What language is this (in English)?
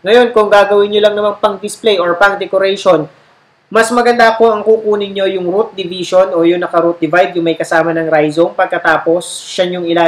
Filipino